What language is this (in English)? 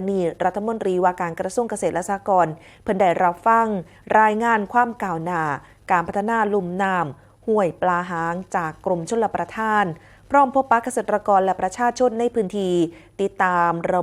Northeastern Thai